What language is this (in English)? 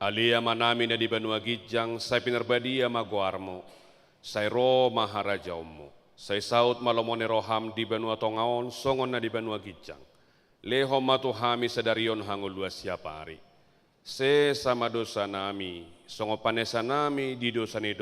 Batak Toba